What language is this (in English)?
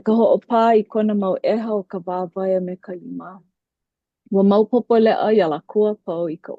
Hawaiian